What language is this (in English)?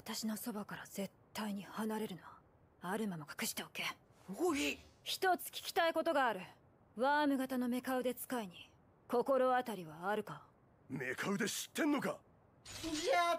Japanese